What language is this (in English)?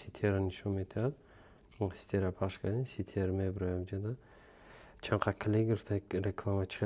Tajik